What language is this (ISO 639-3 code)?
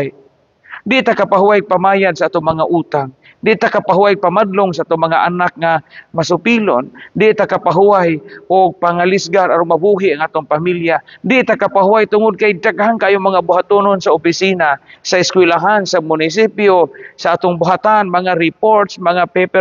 ceb